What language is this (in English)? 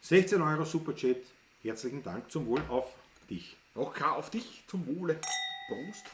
Bavarian